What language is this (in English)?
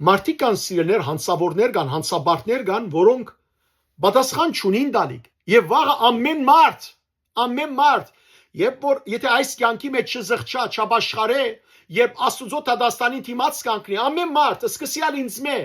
Western Armenian